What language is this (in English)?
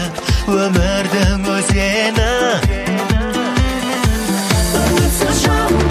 Kazakh